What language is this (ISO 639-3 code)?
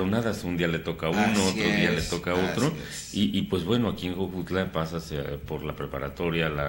spa